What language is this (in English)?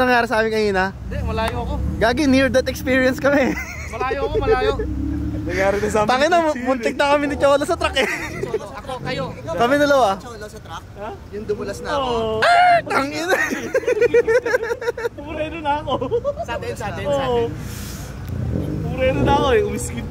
Filipino